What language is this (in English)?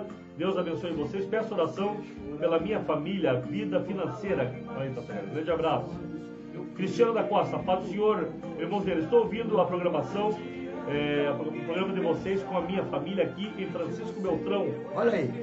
Portuguese